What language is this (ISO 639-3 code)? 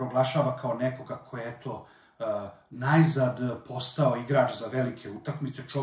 srp